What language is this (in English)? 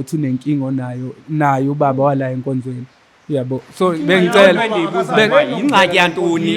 Zulu